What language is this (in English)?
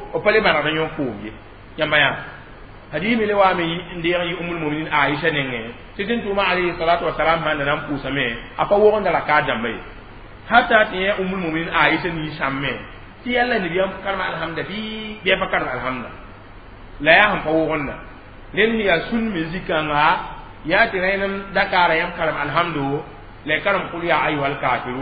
Mossi